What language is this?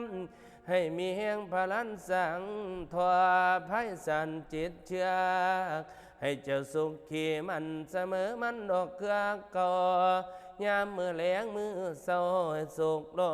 Northeastern Thai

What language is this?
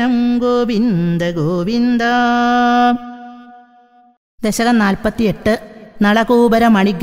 Sanskrit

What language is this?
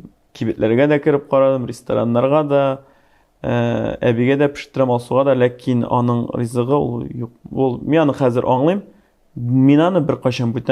Tatar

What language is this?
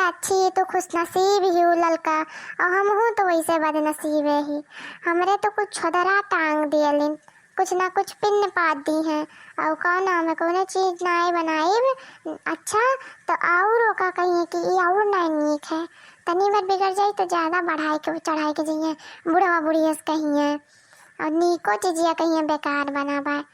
Awadhi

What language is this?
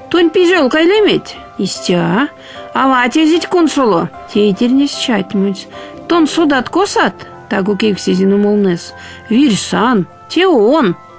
Erzya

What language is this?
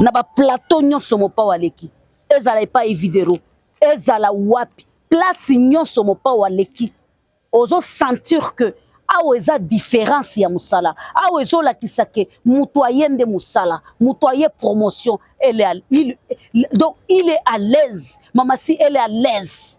Lingala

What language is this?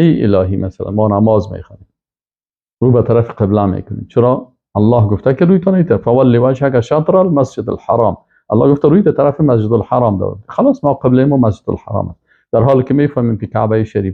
Persian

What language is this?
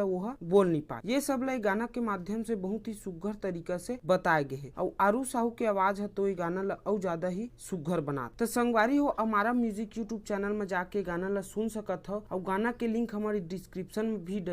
Chhattisgarhi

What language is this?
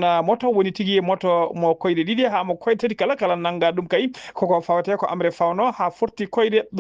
Fula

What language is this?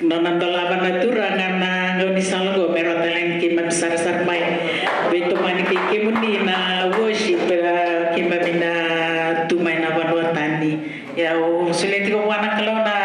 Fijian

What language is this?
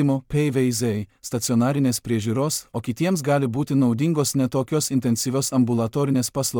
Lithuanian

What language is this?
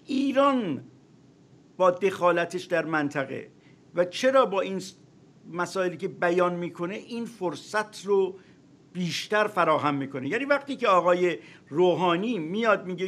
Persian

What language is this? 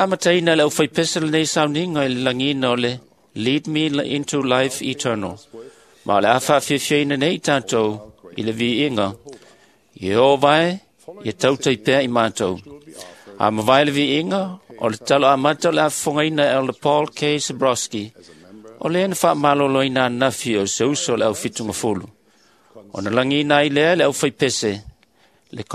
Samoan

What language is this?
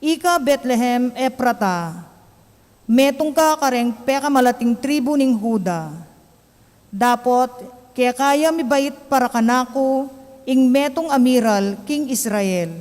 Pampanga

